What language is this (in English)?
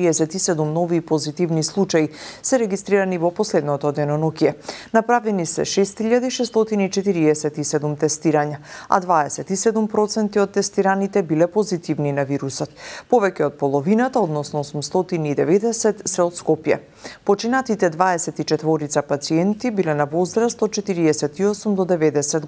Macedonian